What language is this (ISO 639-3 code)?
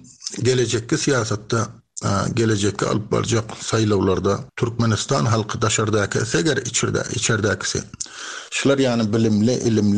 tuk